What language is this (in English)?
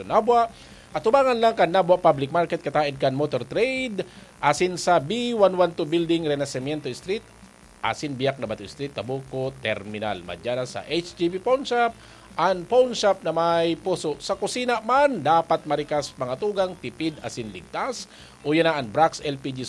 Bikol